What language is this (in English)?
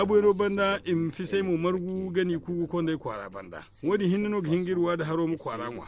Zarma